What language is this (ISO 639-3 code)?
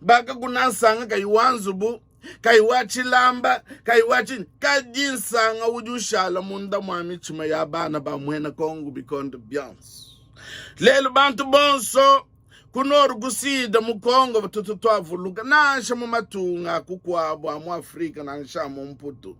lua